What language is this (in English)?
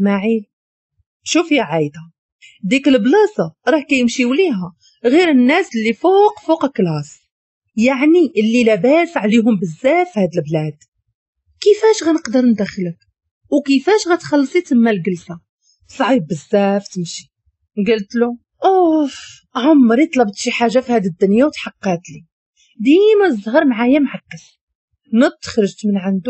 Moroccan Arabic